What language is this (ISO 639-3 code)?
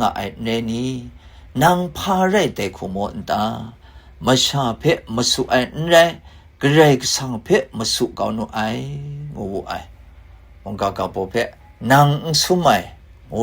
kac